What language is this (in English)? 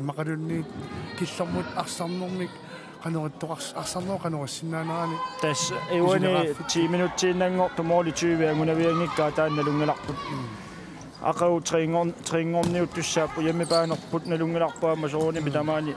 Kalaallisut